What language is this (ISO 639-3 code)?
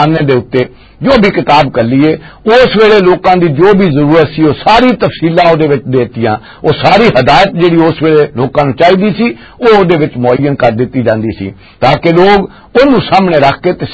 lah